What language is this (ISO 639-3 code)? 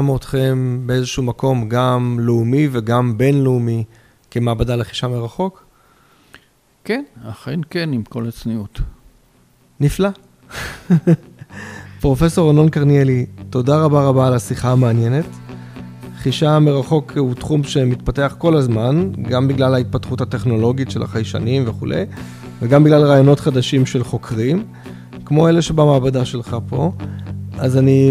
heb